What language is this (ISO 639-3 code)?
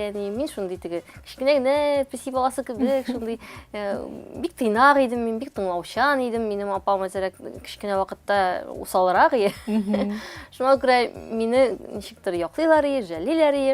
tat